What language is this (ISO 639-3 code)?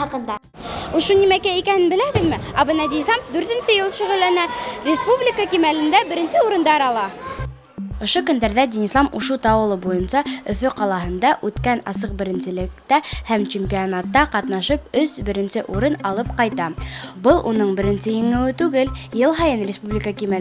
bak